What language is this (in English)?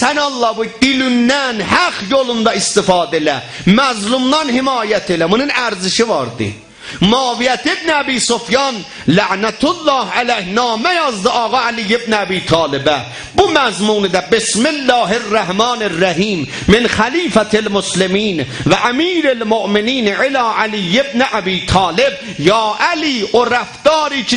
South Azerbaijani